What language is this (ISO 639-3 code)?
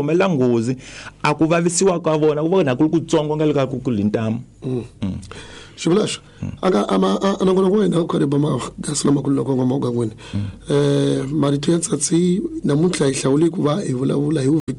tso